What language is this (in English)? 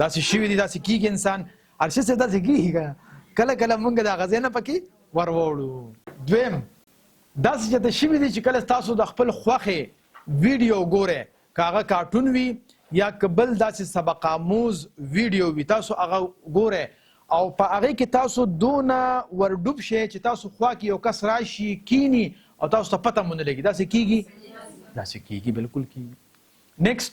Pashto